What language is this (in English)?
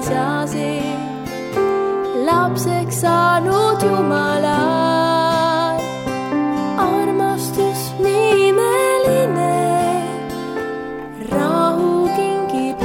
Estonian